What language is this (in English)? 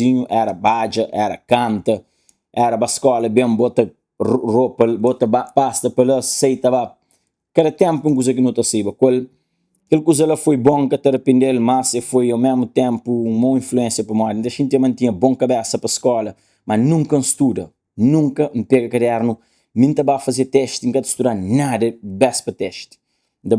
Kabuverdianu